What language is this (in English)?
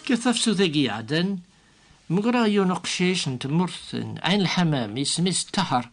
Kabyle